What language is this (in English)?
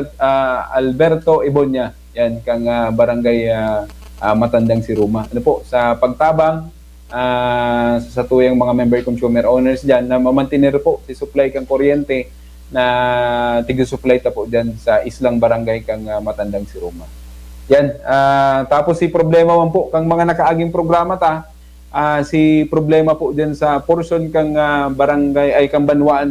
Bikol